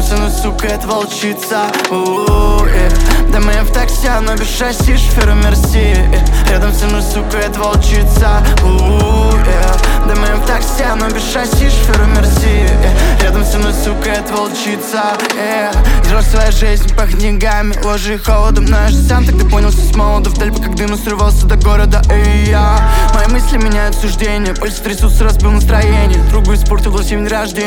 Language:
Russian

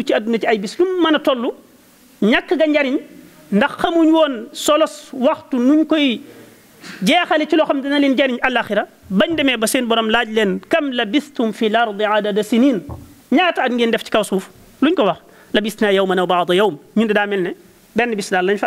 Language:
Wolof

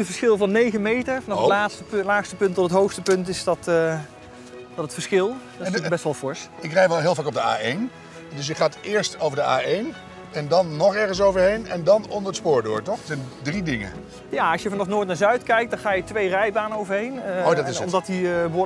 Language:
Dutch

